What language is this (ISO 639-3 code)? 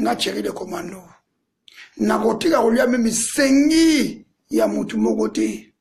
lin